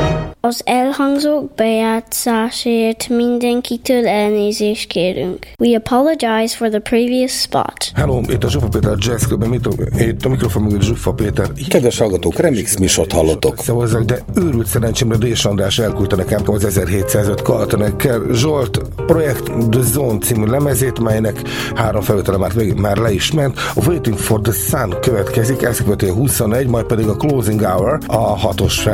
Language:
Hungarian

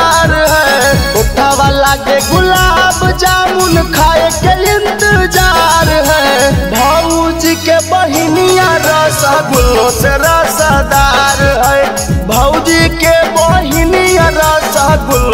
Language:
Magahi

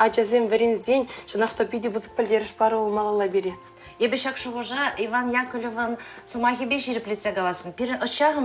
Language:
Chuvash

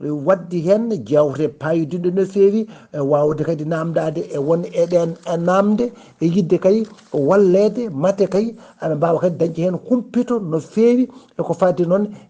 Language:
Fula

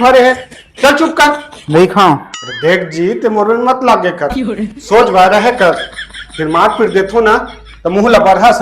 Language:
Chhattisgarhi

